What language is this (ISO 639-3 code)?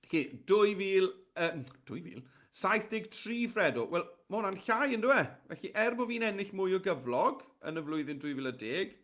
cym